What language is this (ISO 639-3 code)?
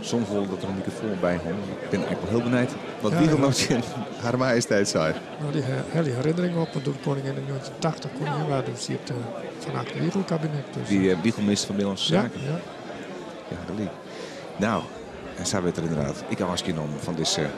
fry